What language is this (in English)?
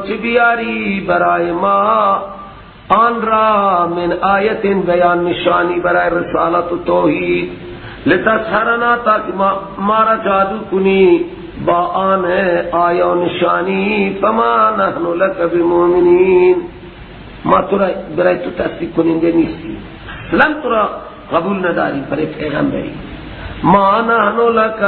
Persian